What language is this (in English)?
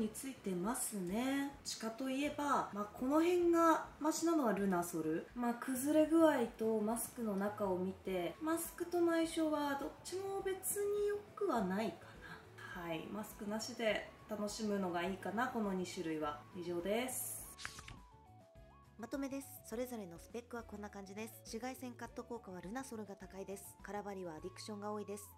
Japanese